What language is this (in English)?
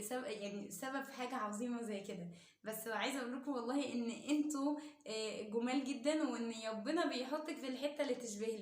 Egyptian Arabic